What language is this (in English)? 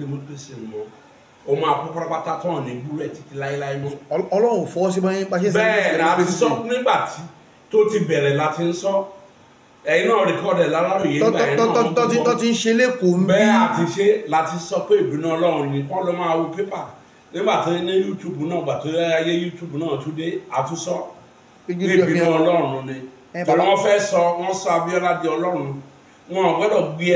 Yoruba